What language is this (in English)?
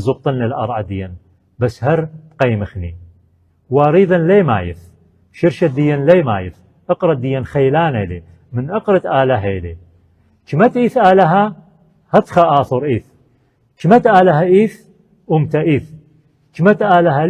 Assyrian Neo-Aramaic